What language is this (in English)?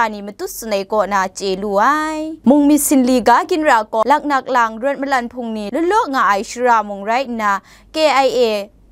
Kachin